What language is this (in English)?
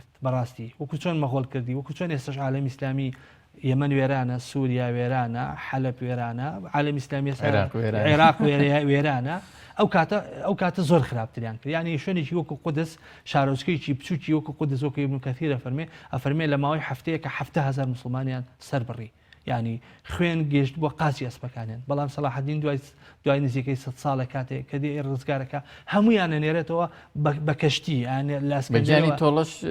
Central Kurdish